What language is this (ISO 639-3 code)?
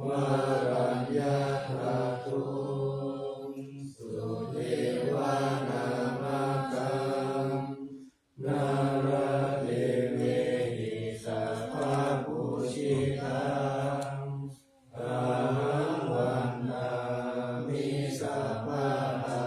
pli